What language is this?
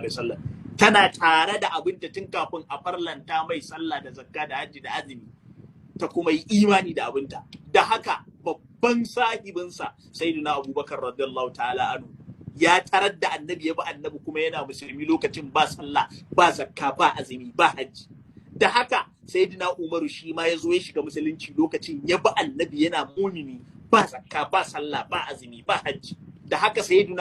Hausa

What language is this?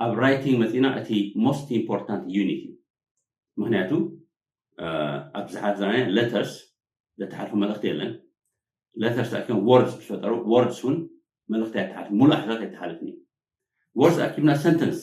Tigrinya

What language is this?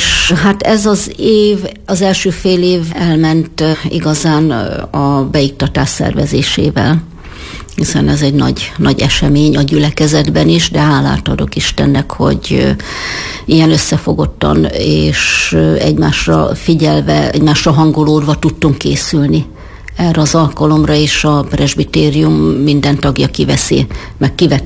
Hungarian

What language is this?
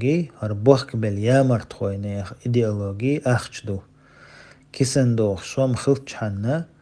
Chechen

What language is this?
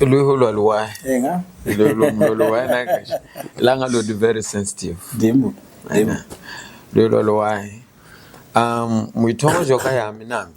Lunda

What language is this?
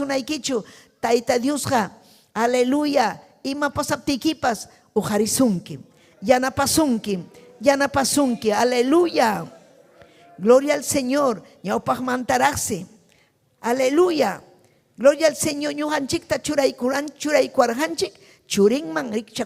Ayacucho Quechua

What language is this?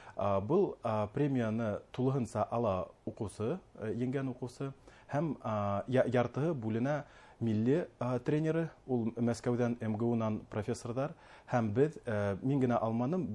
Bashkir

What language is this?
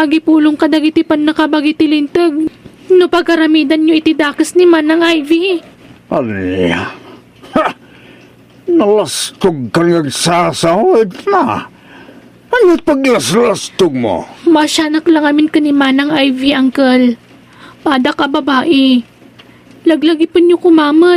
Iloko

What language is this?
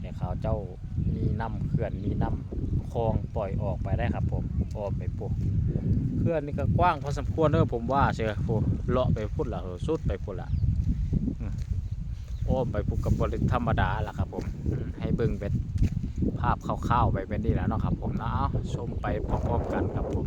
Northeastern Thai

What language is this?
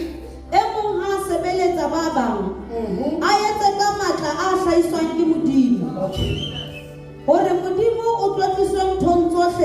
Southern Sotho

